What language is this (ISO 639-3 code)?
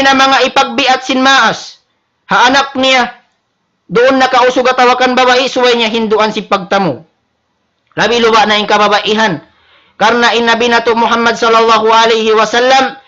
tsg